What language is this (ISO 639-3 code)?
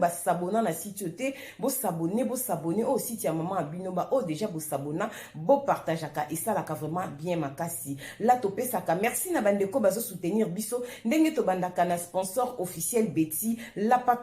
lin